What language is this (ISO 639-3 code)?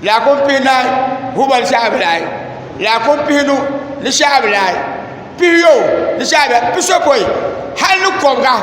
dag